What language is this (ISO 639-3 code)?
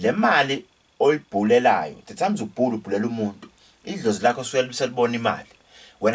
zul